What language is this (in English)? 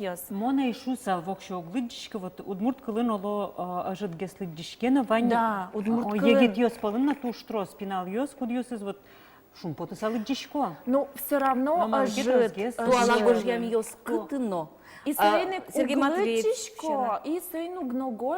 Udmurt